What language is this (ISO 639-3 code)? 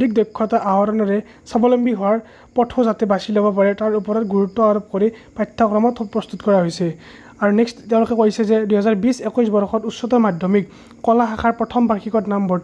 asm